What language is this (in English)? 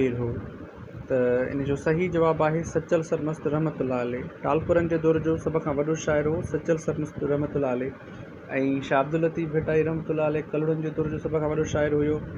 Sindhi